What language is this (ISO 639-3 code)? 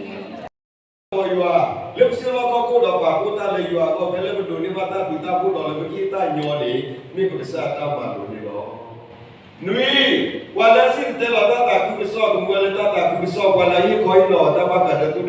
ksw